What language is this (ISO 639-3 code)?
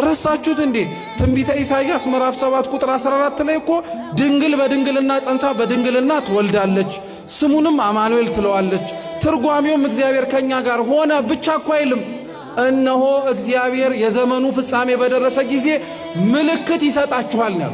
amh